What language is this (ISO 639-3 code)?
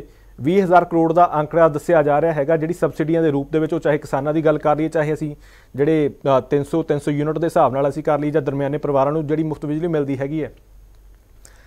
pan